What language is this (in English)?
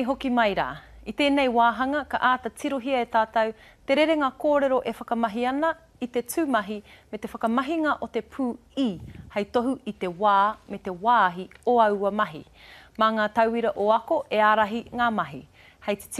Māori